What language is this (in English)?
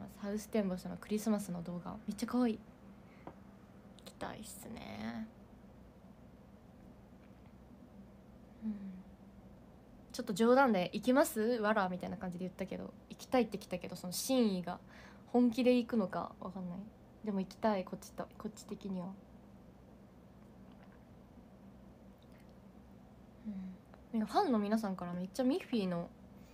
Japanese